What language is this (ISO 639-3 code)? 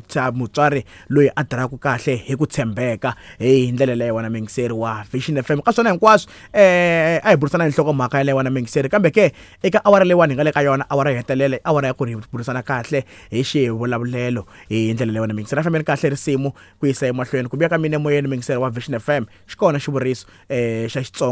tso